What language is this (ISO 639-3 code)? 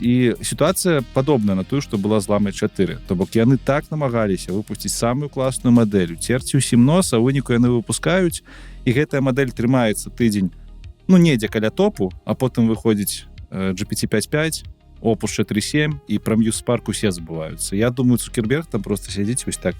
bel